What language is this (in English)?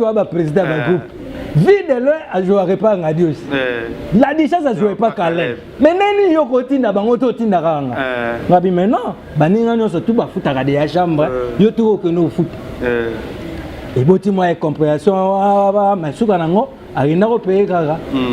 Lingala